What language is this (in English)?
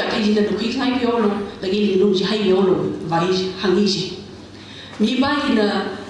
Tangkhul Naga (India)